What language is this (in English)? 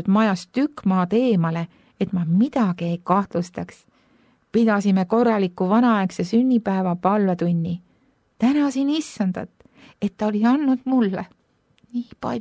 Estonian